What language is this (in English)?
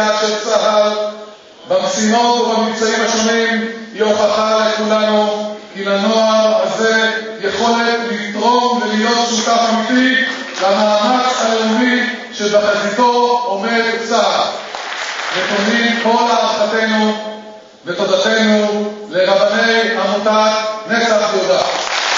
Hebrew